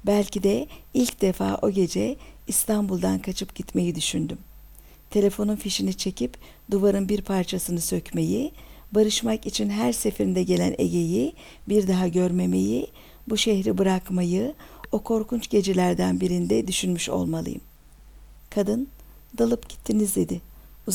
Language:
Turkish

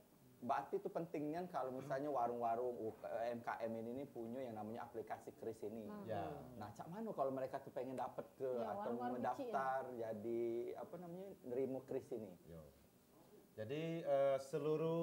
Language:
Musi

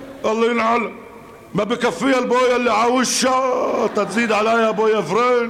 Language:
North Levantine Arabic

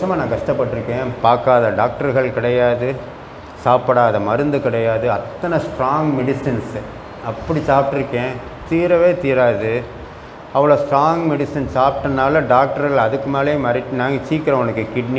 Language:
Tamil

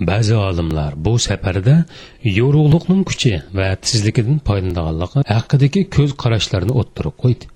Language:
Uyghur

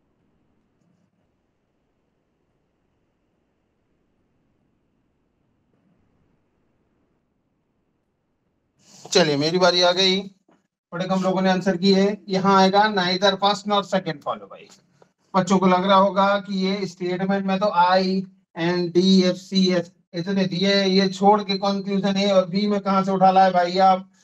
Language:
Hindi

